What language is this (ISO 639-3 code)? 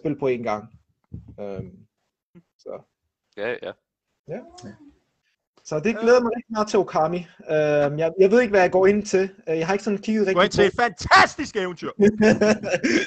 dan